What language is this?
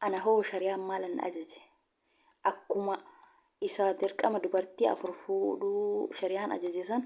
Oromo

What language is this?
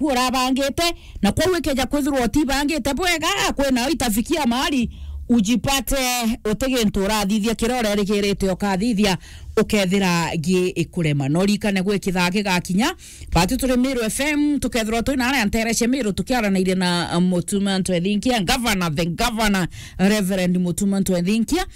Meru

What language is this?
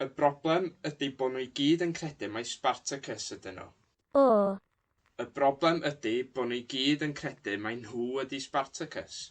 Welsh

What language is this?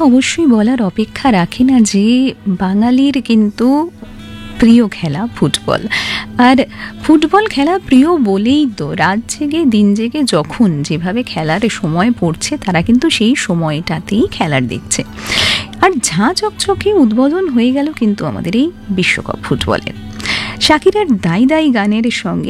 Bangla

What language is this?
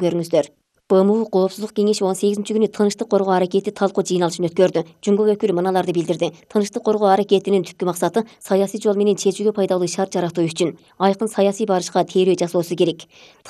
Kyrgyz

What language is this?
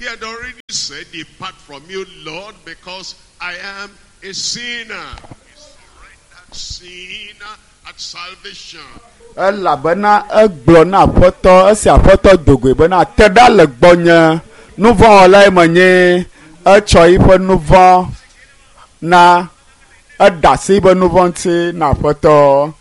Ewe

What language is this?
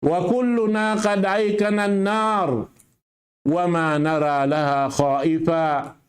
Tausug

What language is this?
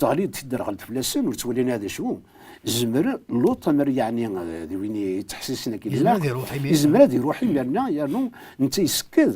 Kabyle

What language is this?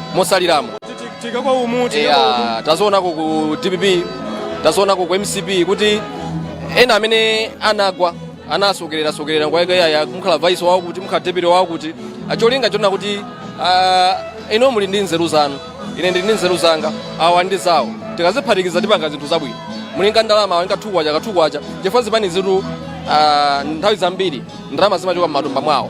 Nyanja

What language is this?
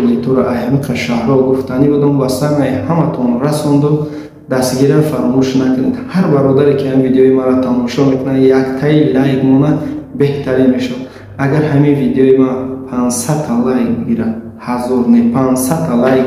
Tajik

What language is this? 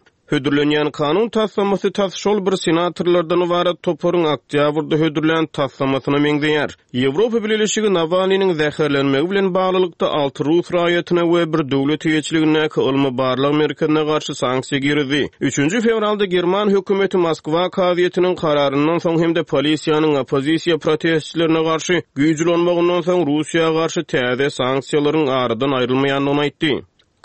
Turkmen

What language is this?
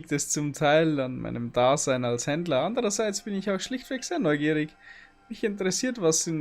Bavarian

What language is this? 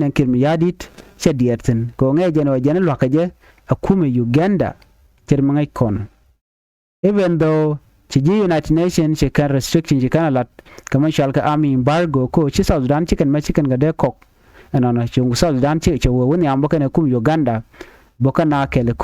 Nuer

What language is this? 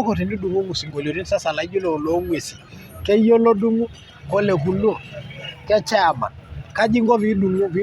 Masai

